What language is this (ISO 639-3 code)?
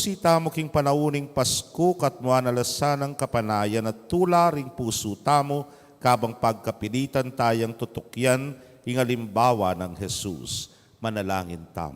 pam